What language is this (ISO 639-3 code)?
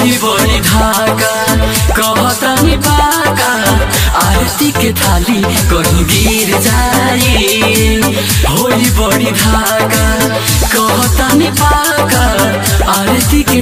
bho